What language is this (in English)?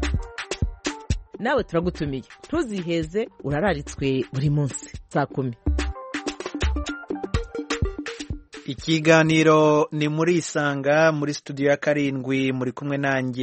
Kinyarwanda